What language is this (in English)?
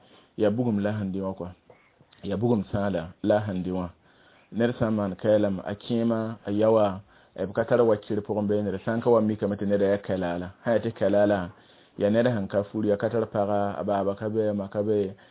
Mossi